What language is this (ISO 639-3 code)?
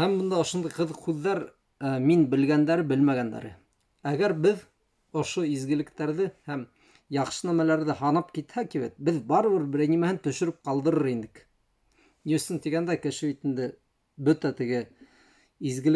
bak